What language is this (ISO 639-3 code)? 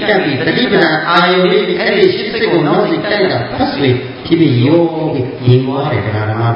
mya